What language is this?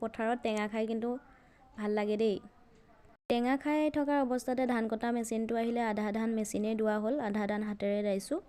Assamese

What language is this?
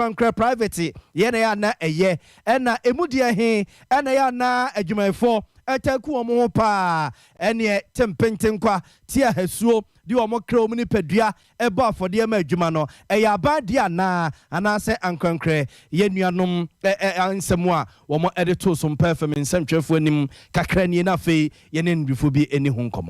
Akan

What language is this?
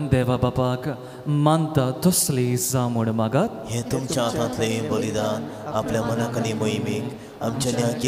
Konkani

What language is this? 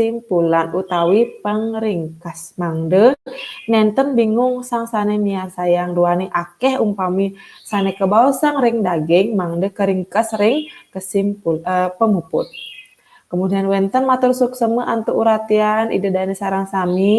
Balinese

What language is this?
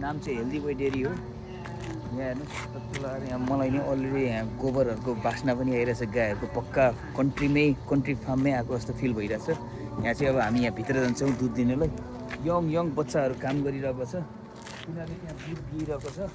Nepali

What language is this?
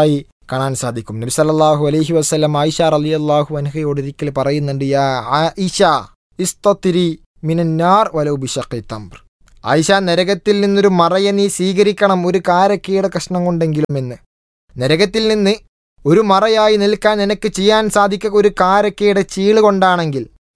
Malayalam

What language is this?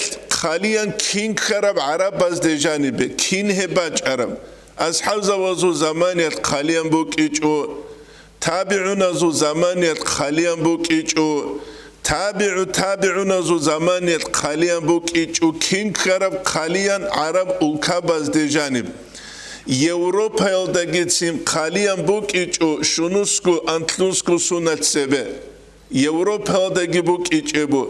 Avaric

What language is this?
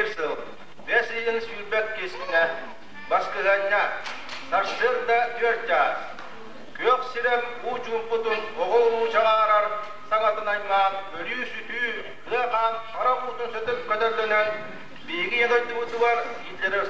Yakut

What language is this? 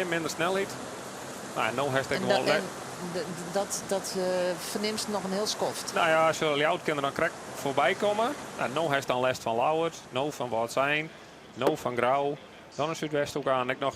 Western Frisian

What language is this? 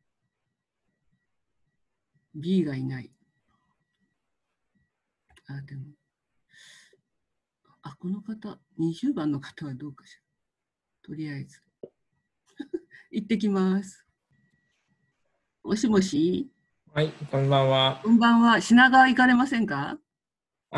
Japanese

